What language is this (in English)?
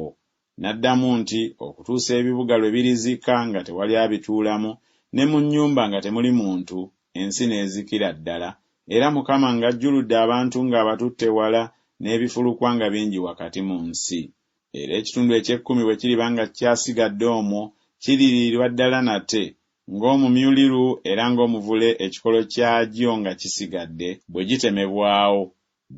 Ganda